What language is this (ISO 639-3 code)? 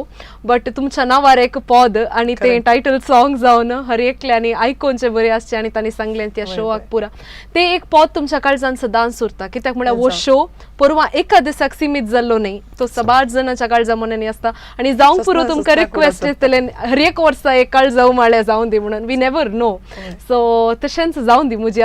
kok